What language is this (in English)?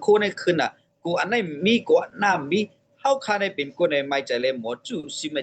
Shan